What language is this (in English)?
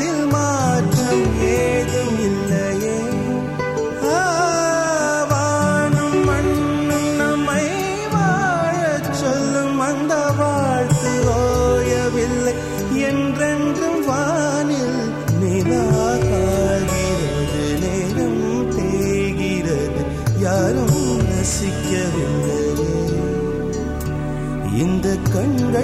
Tamil